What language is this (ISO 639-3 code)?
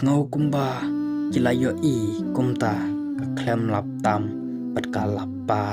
kha